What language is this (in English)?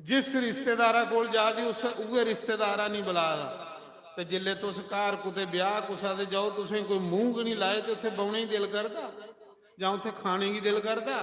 Dogri